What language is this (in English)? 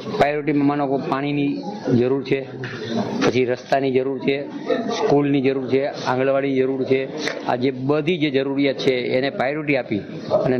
Gujarati